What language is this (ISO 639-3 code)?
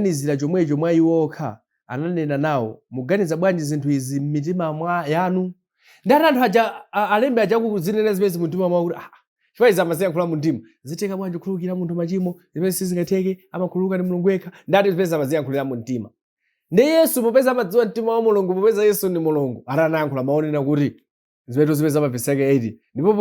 nya